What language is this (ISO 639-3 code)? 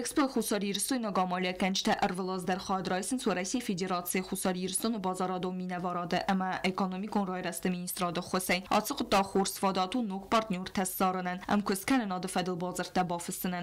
oss